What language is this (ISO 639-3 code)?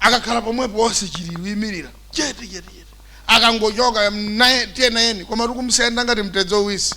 nya